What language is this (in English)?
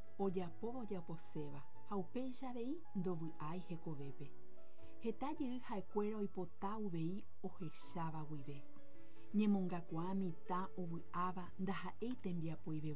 Guarani